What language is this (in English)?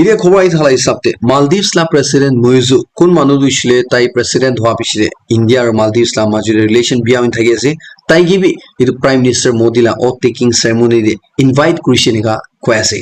Naga Pidgin